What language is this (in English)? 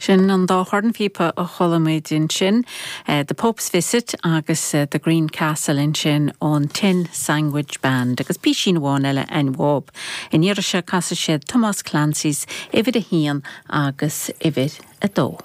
Irish